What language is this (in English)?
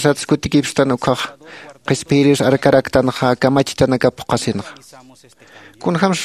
Aymara